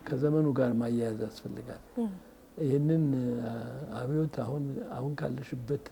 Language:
Amharic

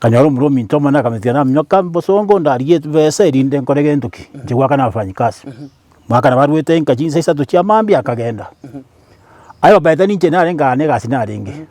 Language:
Gusii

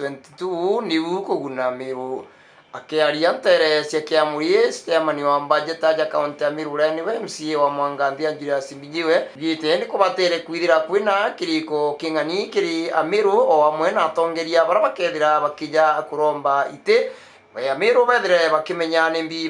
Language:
Meru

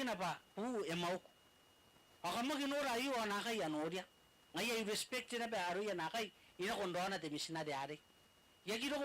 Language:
Gilbertese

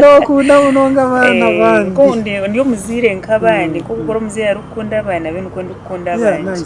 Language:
Nyankole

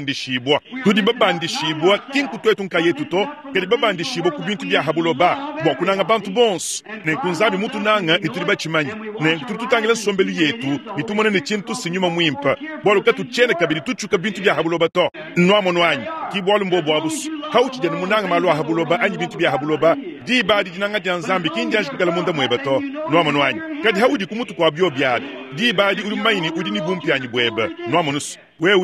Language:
Luba-Lulua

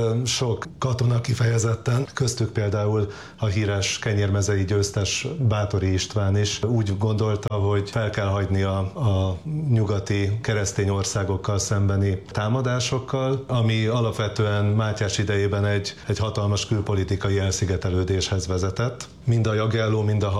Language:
Hungarian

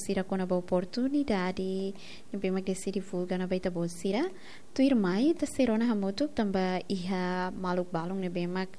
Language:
Tetum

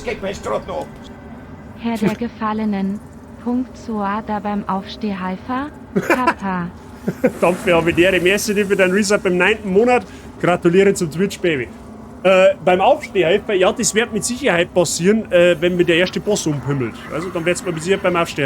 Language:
Bavarian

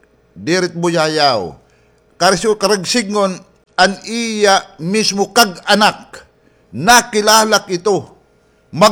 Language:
Waray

